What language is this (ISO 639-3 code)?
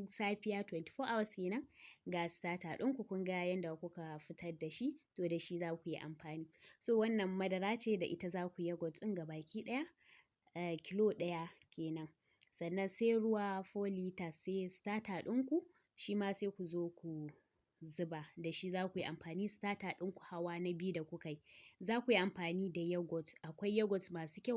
hau